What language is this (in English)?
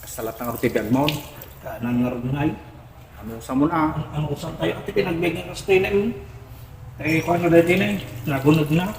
Iloko